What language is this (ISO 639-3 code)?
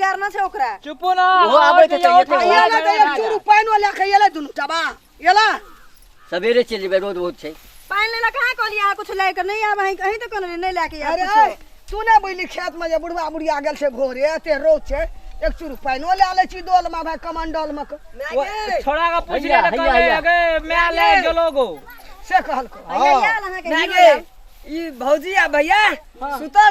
mai